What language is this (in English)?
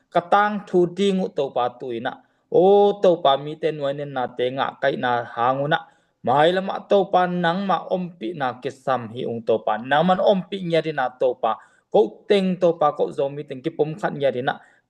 Tedim Chin